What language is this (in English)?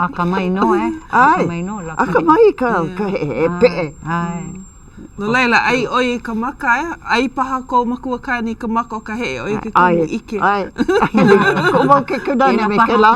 Hawaiian